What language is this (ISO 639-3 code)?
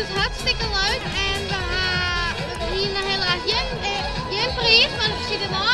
fry